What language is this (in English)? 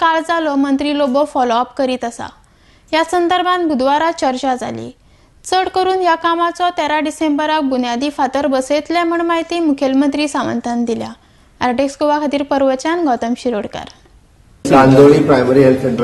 Konkani